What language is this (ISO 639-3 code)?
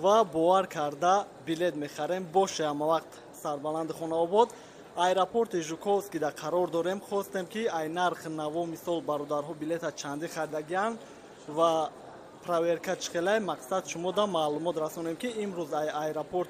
tgk